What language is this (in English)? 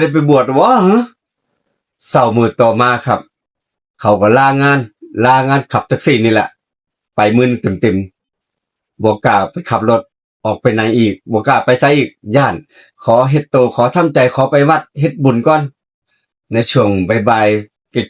Northeastern Thai